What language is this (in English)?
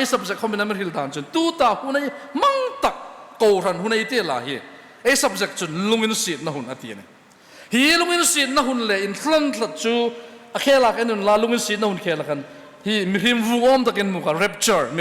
Hmar